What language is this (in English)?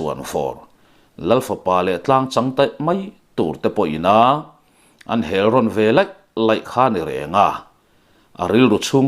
Mizo